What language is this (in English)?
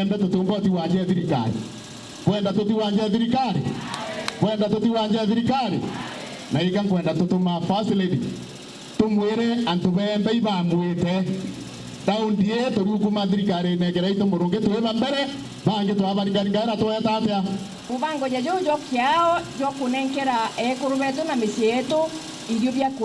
Meru